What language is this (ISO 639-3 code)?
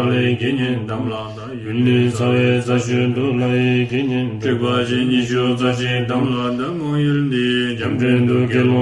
bod